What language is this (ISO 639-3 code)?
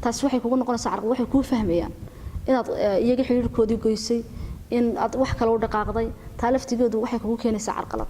som